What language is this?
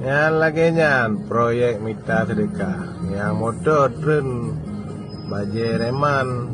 Achinese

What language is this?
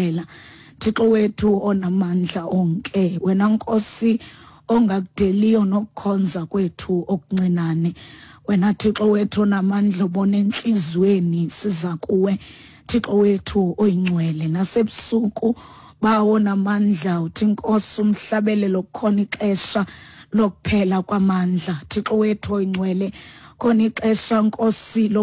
Xhosa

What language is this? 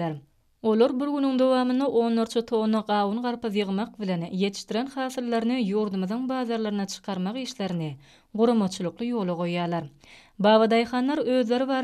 Turkmen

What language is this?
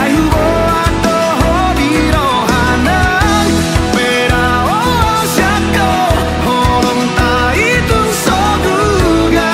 Batak Toba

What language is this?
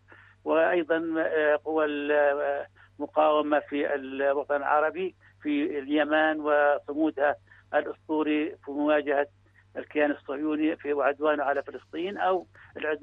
Arabic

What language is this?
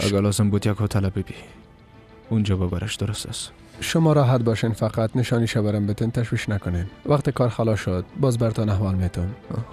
Persian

